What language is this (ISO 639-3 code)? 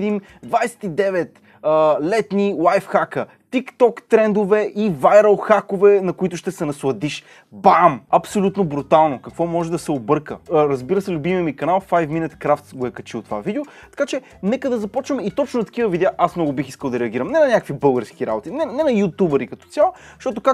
bul